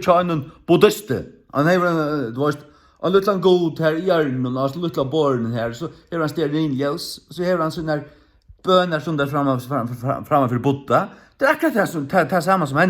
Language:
Faroese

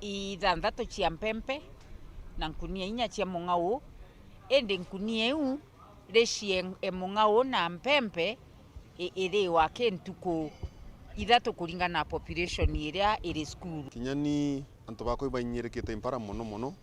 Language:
Meru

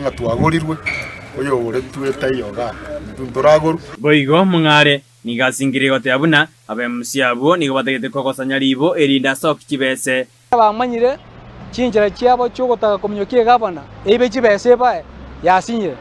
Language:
Gusii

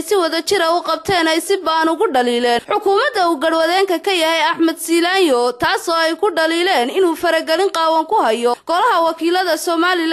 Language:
Somali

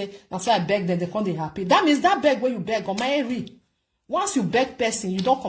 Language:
Nigerian Pidgin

